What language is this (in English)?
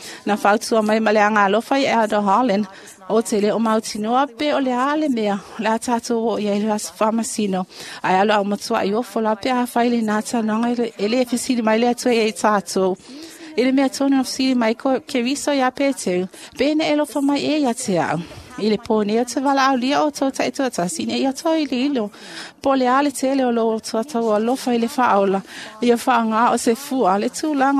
Samoan